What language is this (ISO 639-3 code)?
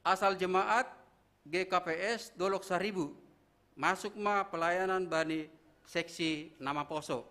bts